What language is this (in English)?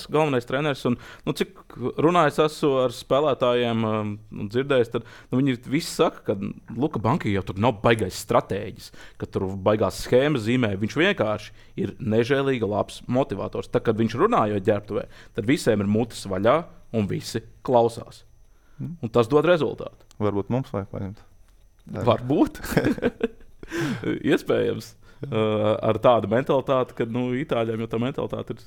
Latvian